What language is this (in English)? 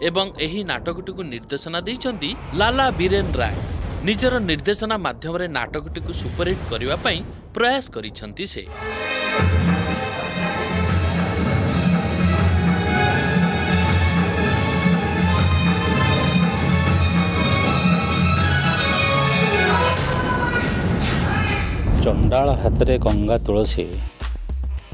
Odia